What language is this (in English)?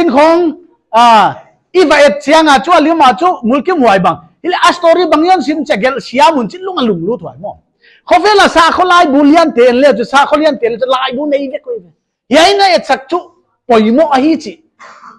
Paite Chin